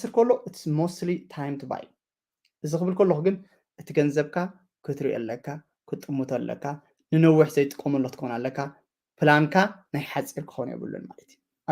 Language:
Tigrinya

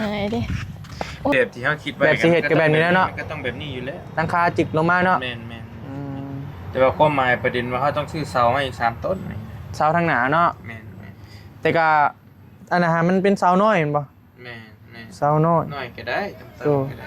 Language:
Northeastern Thai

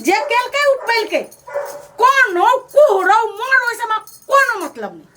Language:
Maithili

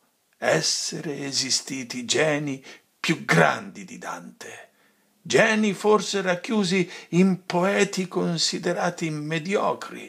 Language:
Italian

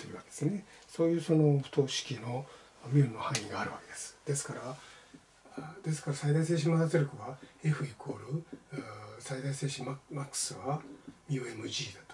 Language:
Japanese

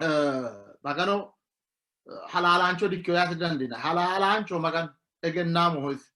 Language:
Sidamo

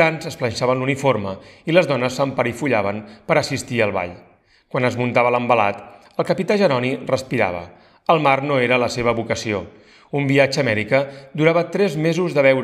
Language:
Catalan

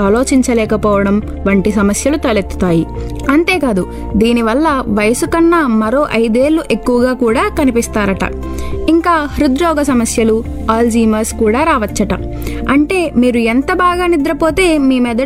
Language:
Telugu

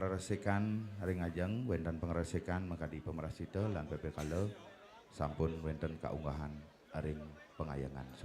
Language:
Balinese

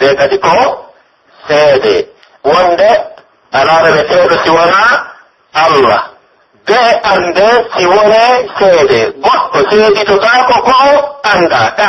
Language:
Pular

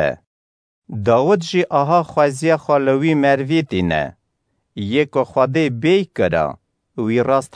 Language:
Kurdish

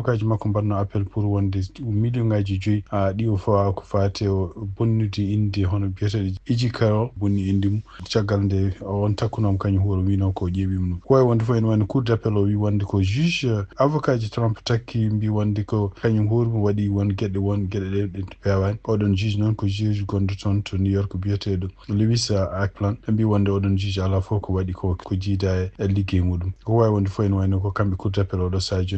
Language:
Fula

